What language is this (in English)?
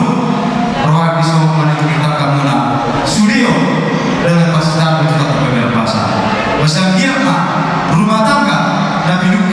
Batak Toba